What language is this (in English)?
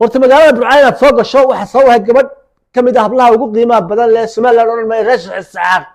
Somali